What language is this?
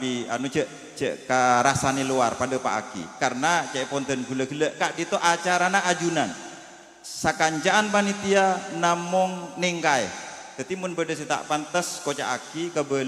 Madurese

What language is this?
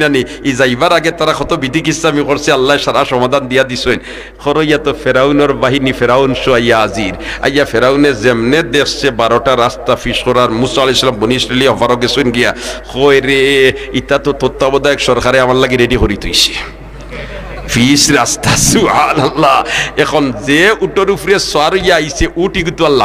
Sylheti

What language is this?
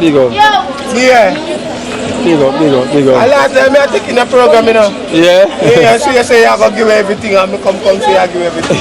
Jamaican Creole English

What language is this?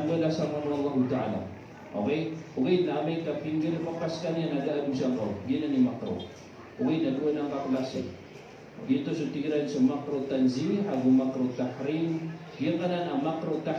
Maranao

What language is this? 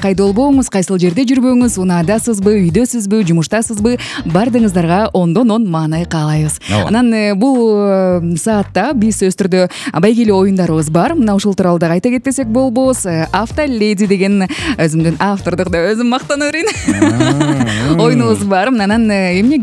Kyrgyz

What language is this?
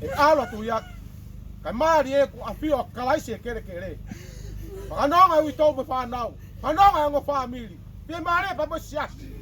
Tongan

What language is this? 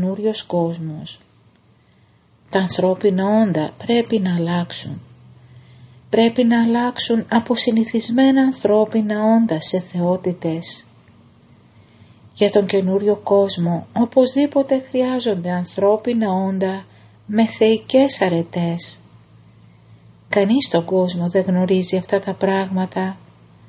Greek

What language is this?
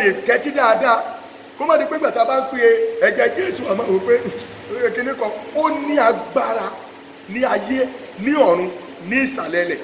Yoruba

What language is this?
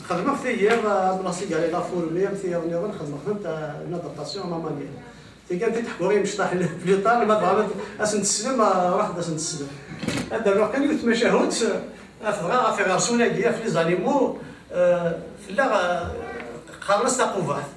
Kabyle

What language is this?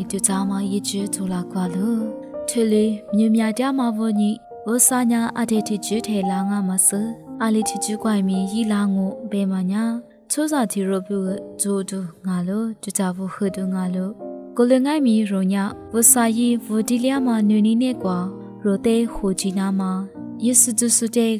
Lisu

